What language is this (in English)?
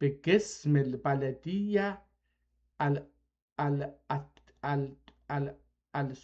South Azerbaijani